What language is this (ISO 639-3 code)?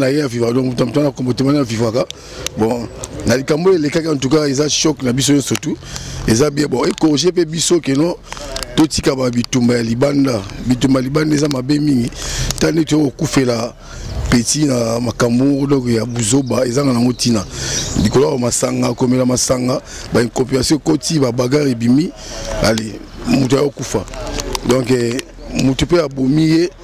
lin